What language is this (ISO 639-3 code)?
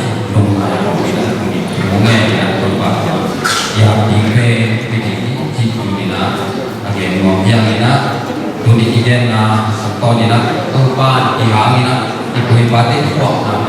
ctd